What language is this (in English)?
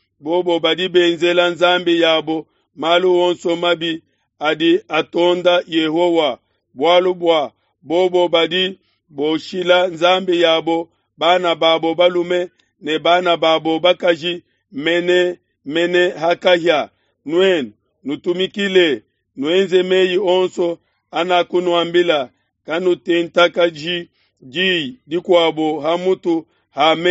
Luba-Lulua